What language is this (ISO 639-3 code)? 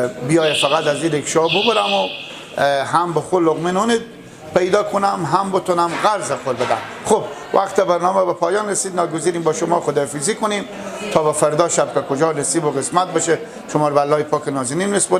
fas